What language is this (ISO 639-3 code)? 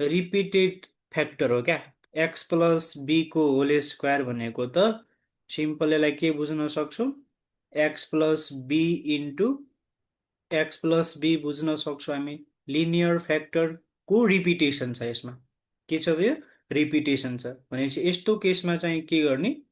nep